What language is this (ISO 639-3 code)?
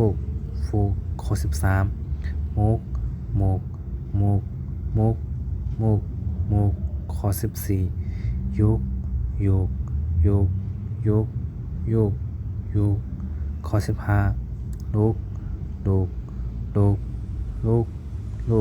shn